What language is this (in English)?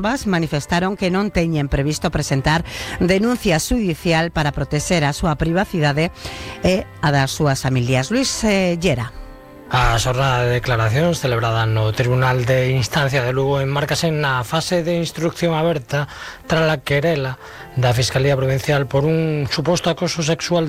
Galician